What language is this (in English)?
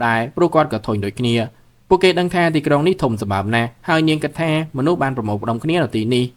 Khmer